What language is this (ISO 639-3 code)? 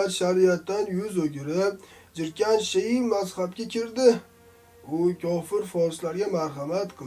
uzb